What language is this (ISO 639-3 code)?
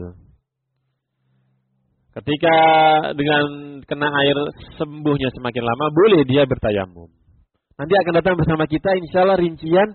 ind